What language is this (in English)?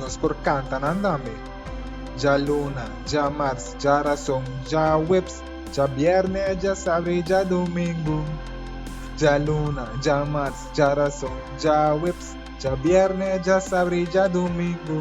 Papiamento